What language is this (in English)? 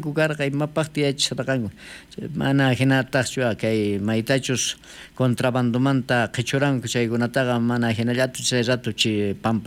South Bolivian Quechua